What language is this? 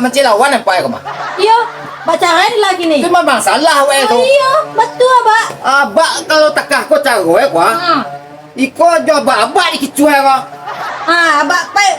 Minangkabau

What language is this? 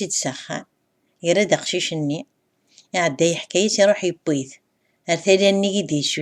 Kabyle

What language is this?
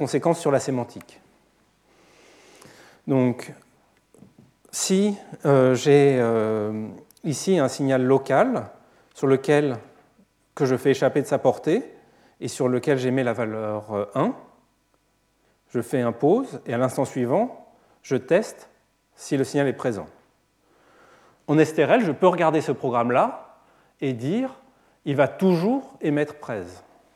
French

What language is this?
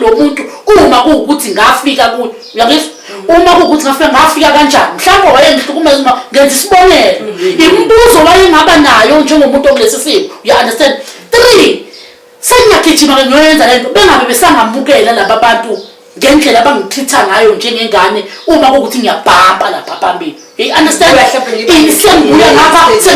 Zulu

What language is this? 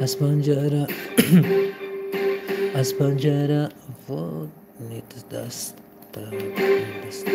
Tajik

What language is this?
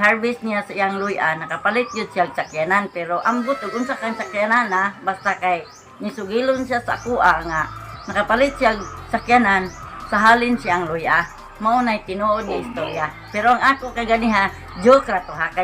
Cebuano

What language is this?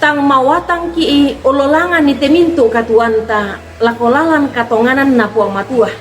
Toraja-Sa'dan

